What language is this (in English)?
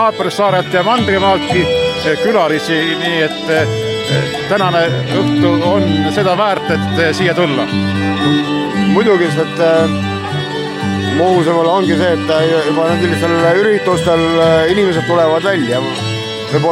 Estonian